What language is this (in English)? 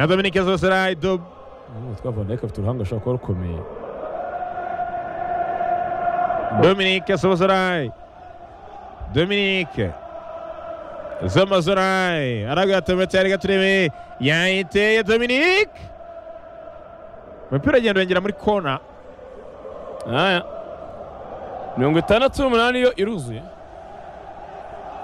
Kinyarwanda